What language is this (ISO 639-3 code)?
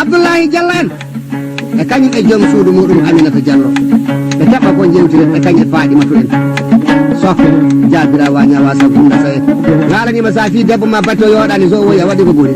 ful